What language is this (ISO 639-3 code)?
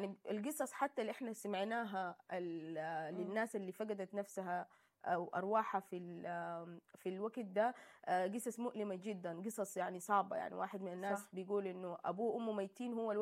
apd